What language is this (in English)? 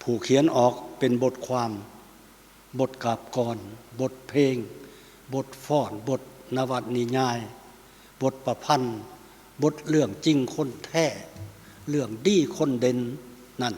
Lao